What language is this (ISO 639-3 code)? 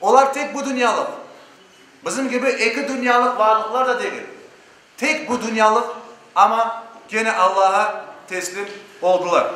crh